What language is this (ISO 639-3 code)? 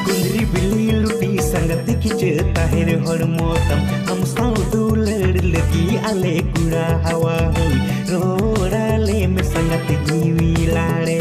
sat